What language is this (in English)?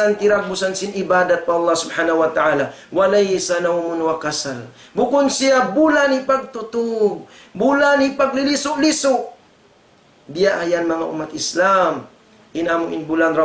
Tausug